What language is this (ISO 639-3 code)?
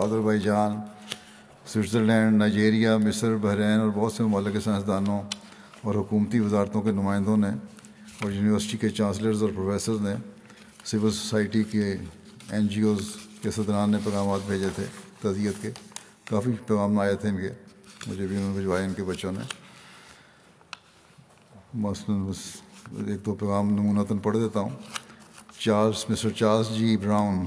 urd